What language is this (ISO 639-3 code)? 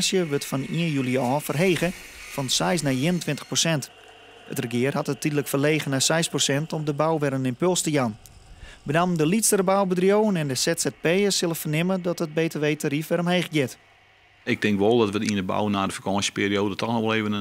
fry